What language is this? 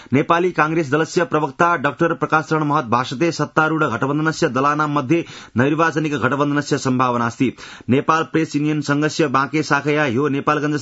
Sanskrit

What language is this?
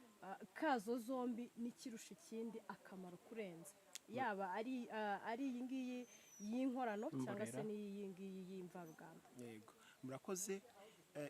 Kinyarwanda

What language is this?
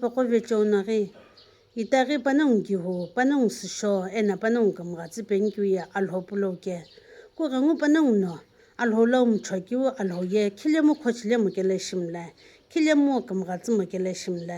Sumi Naga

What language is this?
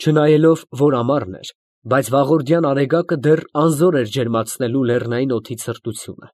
Armenian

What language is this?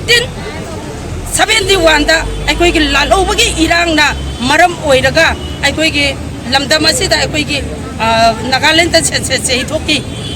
Manipuri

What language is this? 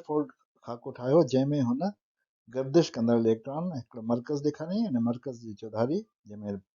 Sindhi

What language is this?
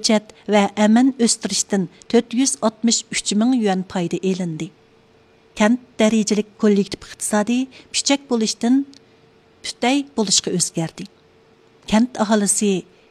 Uyghur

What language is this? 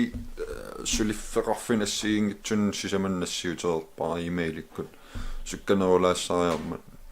Kalaallisut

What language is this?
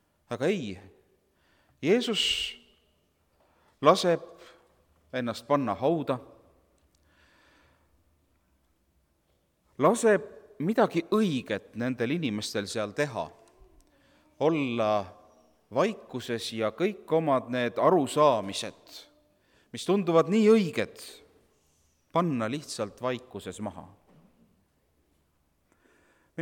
Estonian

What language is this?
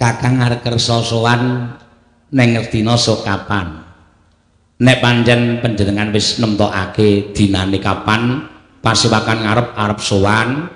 Javanese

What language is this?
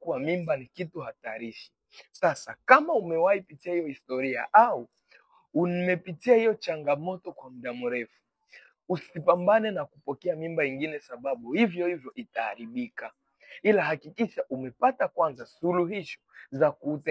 Swahili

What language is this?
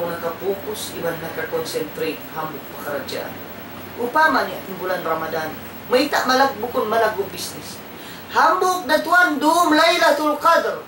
Tausug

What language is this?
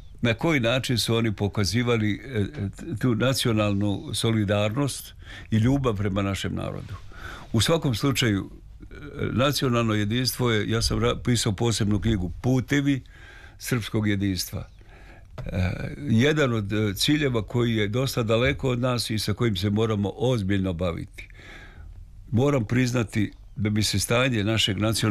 Serbian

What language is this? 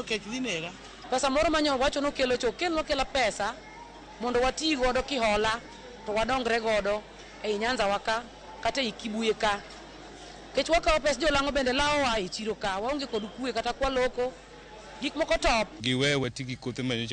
Luo (Kenya and Tanzania)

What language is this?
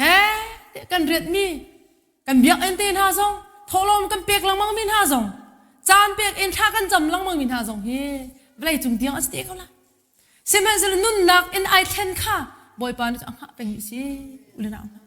Hakha Chin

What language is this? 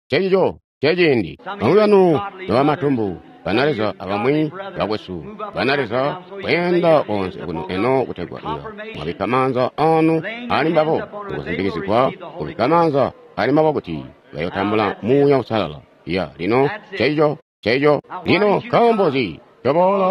Tonga (Zambia)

